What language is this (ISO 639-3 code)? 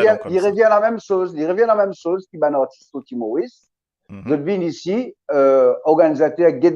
mfe